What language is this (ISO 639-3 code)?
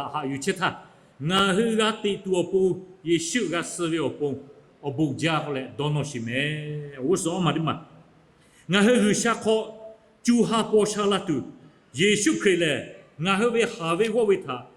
lhu